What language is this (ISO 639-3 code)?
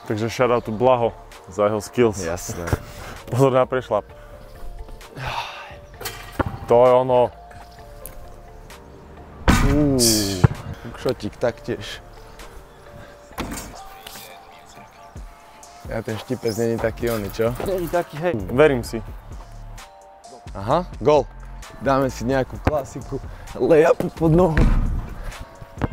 slk